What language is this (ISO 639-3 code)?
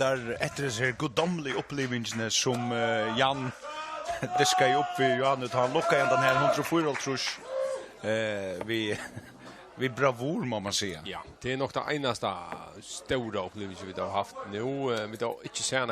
fao